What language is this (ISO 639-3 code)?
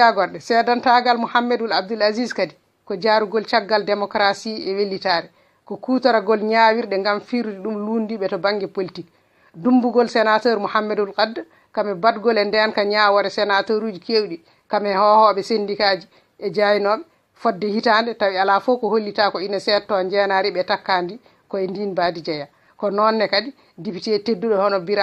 ful